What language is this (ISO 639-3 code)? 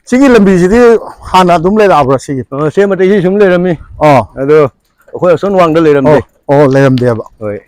mni